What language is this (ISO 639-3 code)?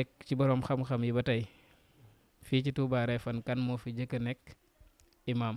wol